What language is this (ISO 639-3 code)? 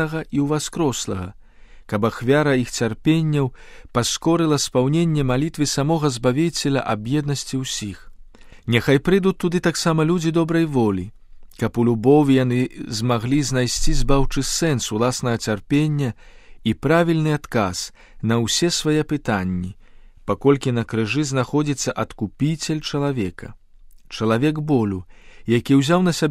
bel